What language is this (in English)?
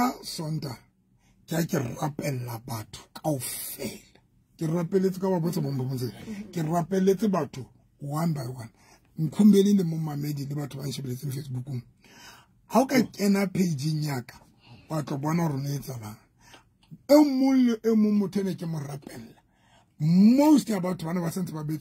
Southern Sotho